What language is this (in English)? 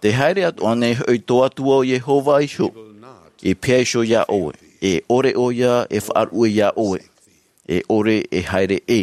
Tahitian